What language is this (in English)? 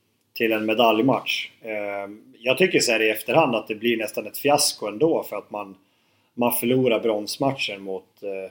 Swedish